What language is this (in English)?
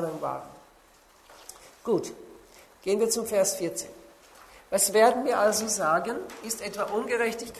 German